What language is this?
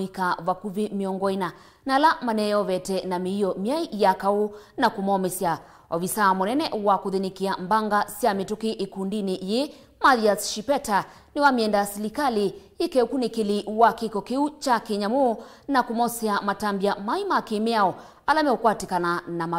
Kamba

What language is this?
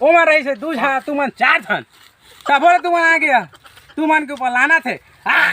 Chhattisgarhi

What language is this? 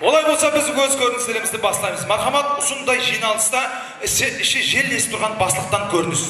Kara-Kalpak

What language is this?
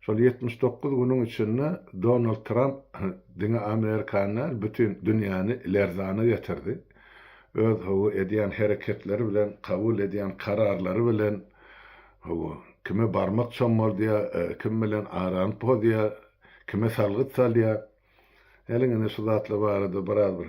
Turkmen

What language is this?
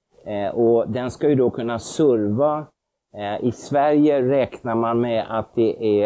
Swedish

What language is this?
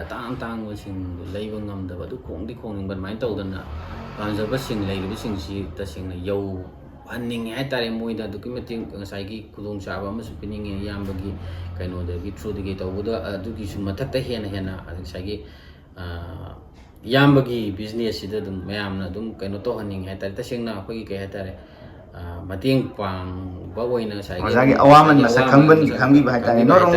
Manipuri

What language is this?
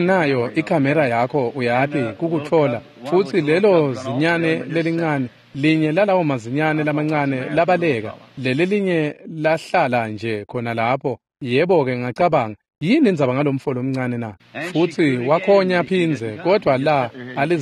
Swati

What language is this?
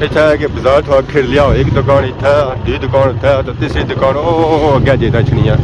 Pahari-Potwari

